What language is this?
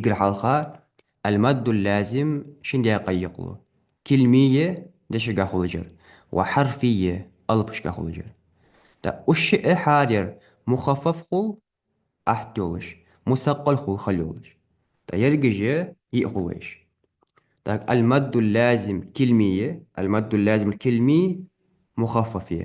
Ingush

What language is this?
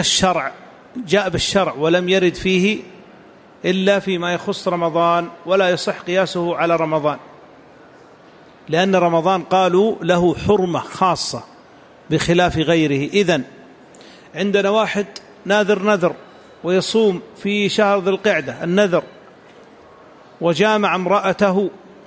Arabic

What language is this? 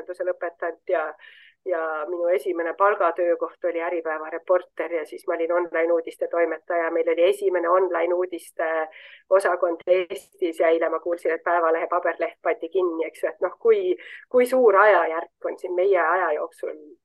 Estonian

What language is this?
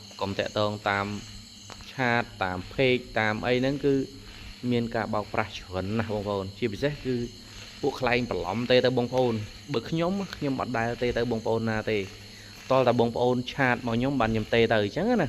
Khmer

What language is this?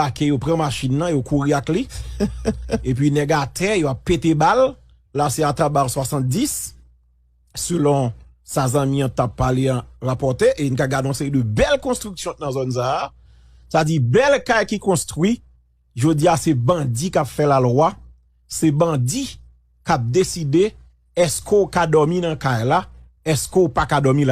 Haitian Creole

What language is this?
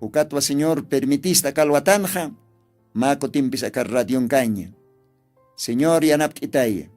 Aymara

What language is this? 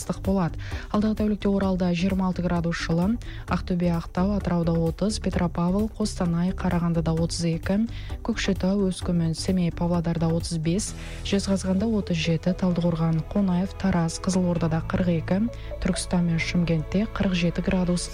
Kazakh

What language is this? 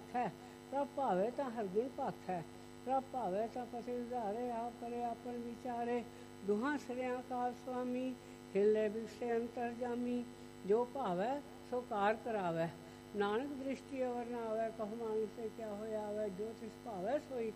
Punjabi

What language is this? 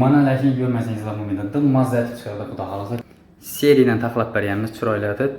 Uzbek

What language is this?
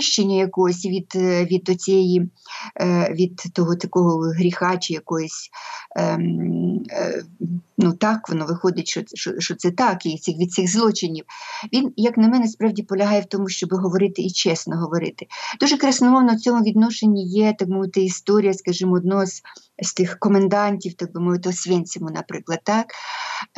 Ukrainian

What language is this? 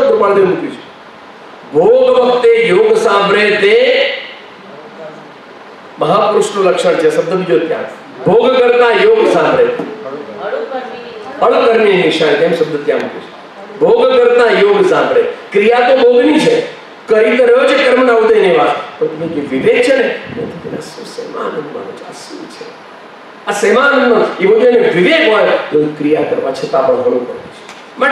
Gujarati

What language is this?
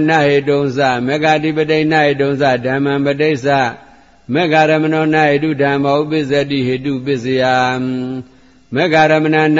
Burmese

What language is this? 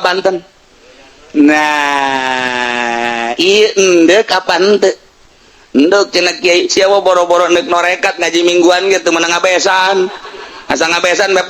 Sundanese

